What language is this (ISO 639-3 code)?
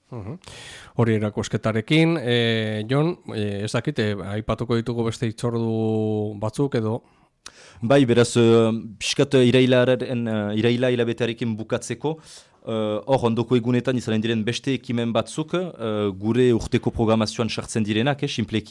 eus